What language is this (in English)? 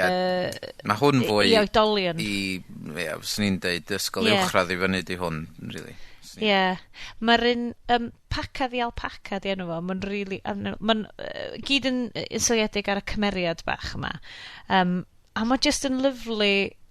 Welsh